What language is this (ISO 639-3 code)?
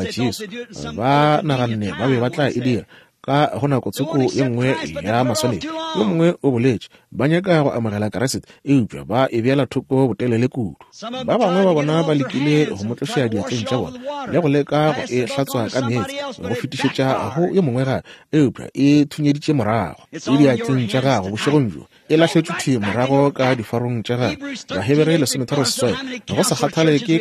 nso